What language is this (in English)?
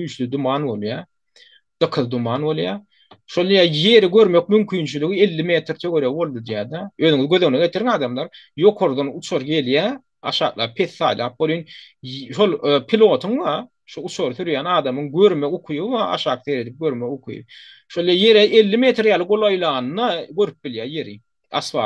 Turkmen